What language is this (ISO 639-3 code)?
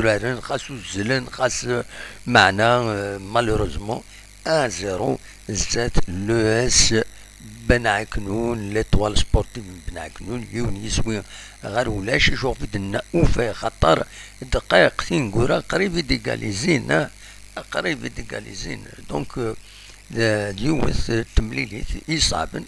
kab